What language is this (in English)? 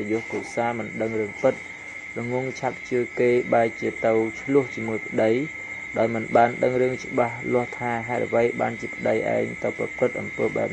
Khmer